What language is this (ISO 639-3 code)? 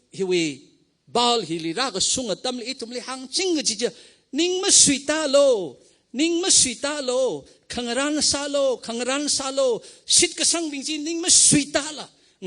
nmf